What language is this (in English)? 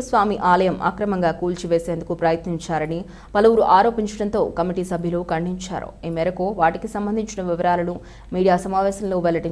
Telugu